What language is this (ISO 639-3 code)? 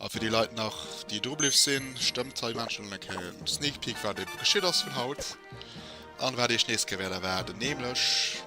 ltz